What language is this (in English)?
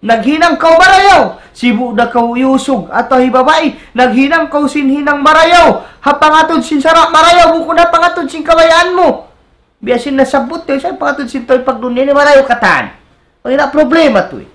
Tausug